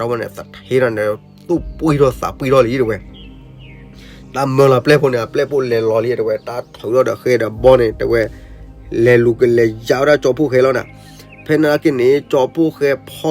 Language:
S'gaw Karen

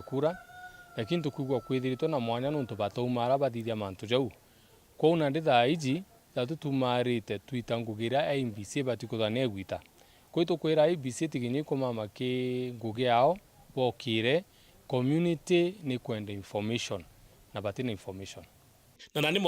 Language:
Meru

